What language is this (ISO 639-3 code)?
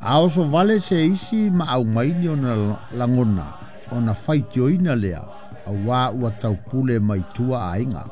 smo